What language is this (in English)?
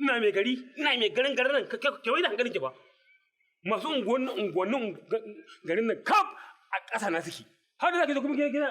Hausa